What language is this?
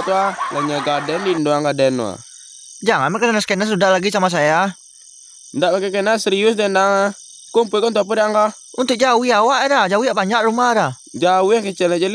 Minangkabau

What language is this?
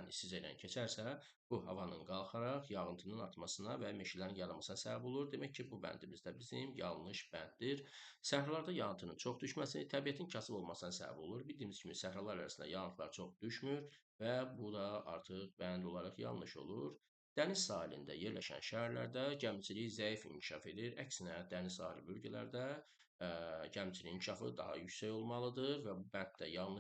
Azerbaijani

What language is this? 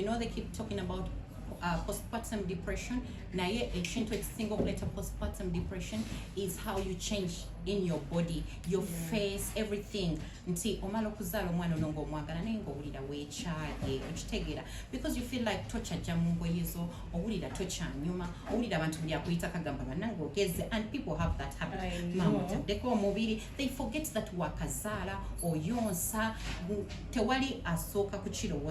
Ganda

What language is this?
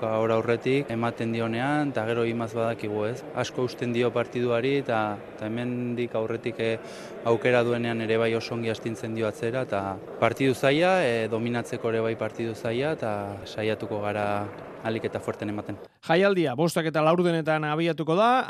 Basque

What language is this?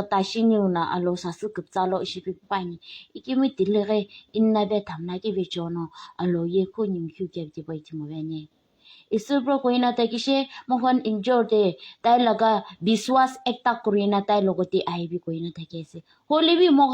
Naga Pidgin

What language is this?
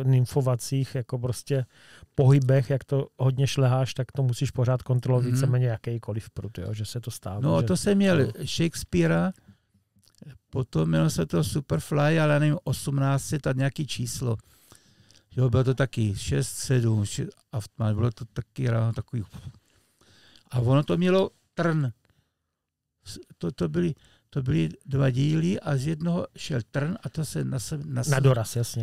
Czech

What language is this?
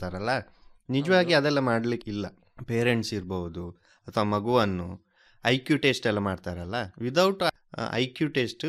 Kannada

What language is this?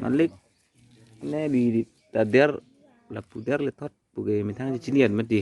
Karbi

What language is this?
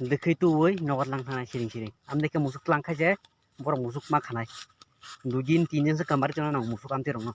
Kok Borok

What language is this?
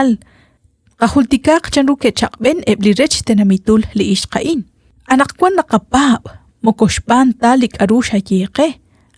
Kekchí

